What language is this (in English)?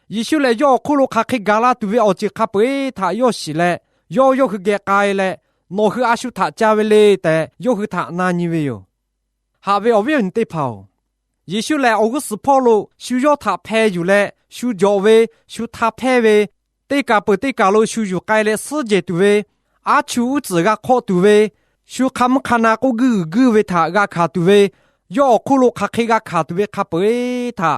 Lahu